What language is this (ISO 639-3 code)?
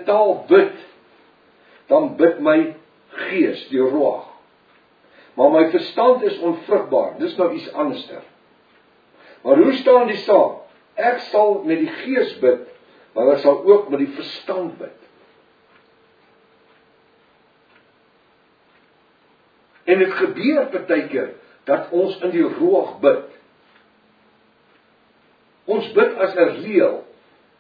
afr